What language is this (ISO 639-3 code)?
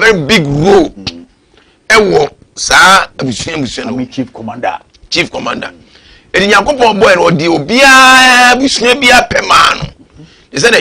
aka